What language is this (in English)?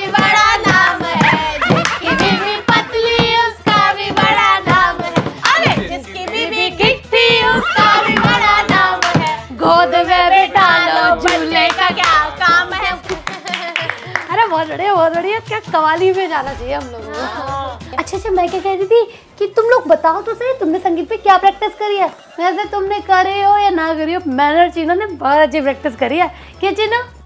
Hindi